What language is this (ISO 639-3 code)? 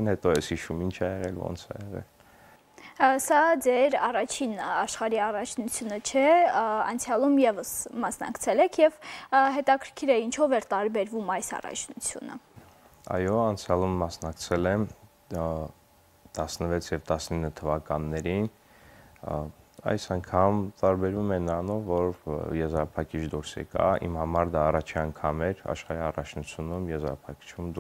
hye